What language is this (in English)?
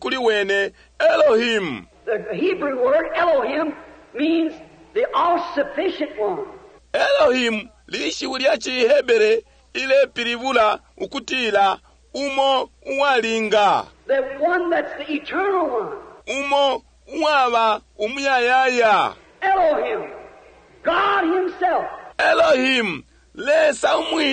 Bemba